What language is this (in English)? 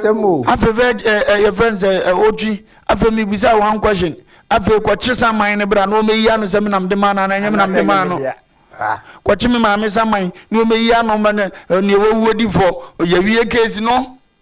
Akan